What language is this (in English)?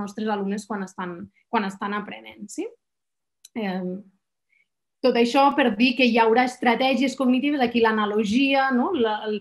Catalan